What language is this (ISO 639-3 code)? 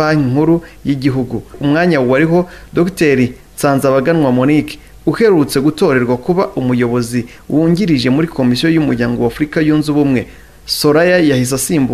kin